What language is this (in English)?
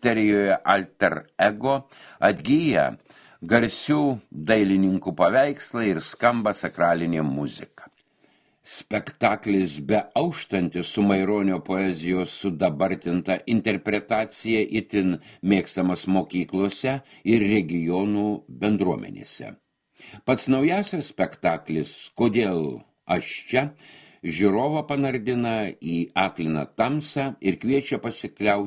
Lithuanian